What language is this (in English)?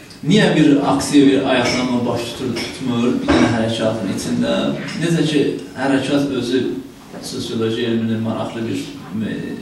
South Azerbaijani